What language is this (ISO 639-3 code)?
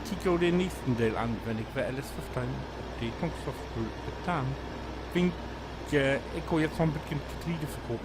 nds